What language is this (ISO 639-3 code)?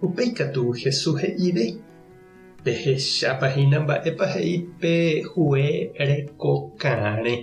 grn